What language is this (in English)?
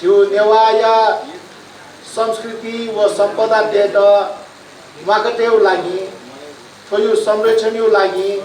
Newari